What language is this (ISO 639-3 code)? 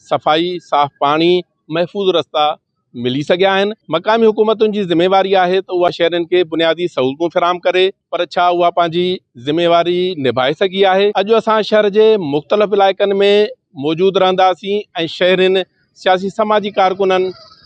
snd